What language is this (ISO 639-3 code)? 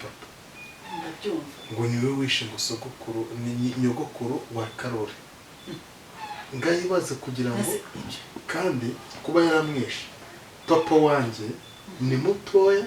kin